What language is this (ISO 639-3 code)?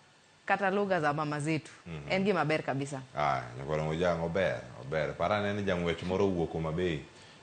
luo